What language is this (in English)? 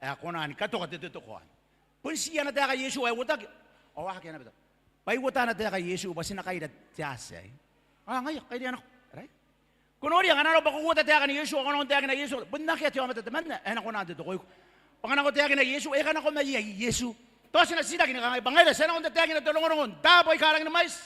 Gilbertese